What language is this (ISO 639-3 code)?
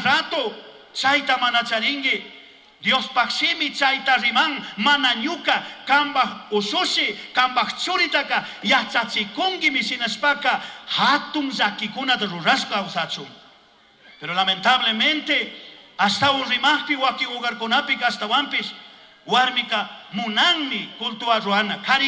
qug